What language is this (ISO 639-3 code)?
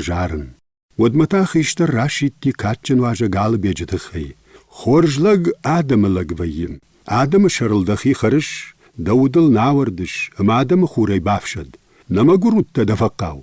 oss